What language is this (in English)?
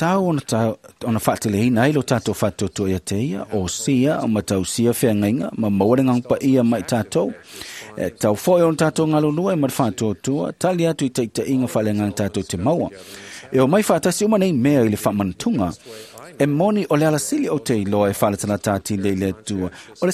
Samoan